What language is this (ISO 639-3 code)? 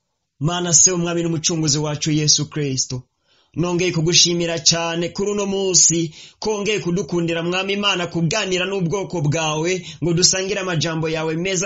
run